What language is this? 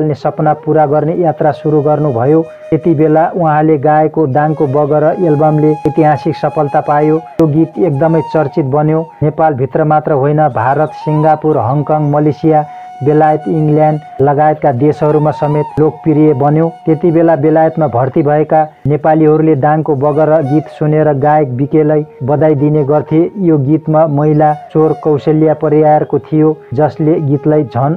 Nepali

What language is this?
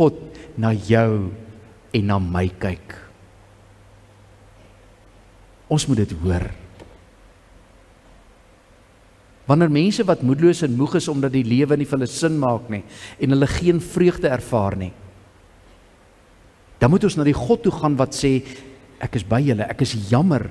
Afrikaans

